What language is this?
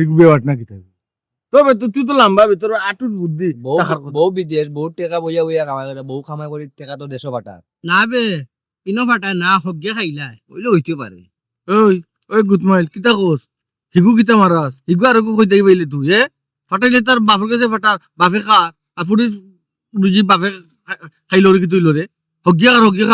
Sylheti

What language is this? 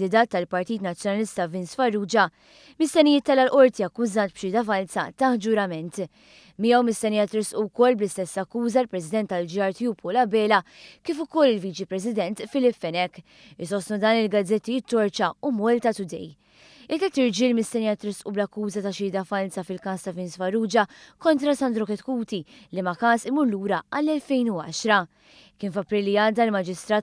Maltese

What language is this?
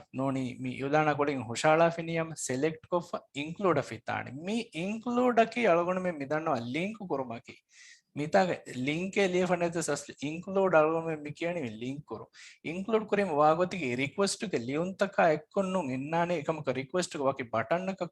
Divehi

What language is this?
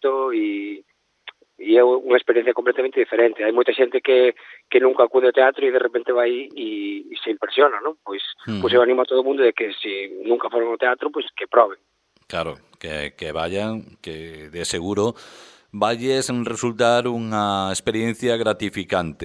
Galician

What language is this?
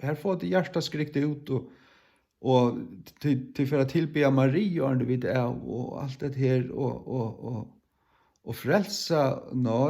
Faroese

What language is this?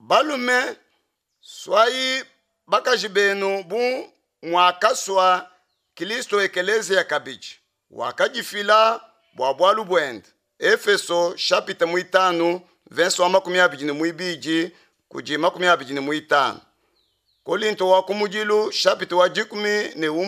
Luba-Lulua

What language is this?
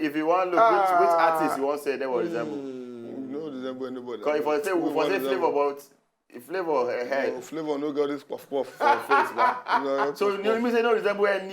Nigerian Pidgin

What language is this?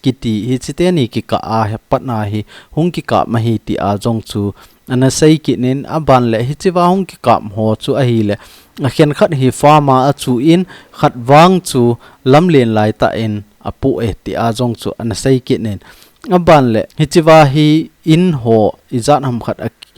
Thado Chin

